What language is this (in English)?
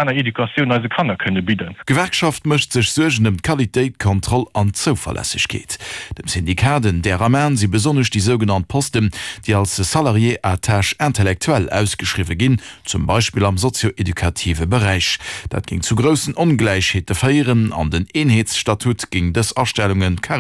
Luxembourgish